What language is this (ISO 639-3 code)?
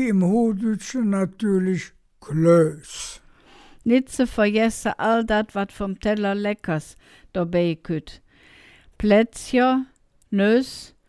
ksh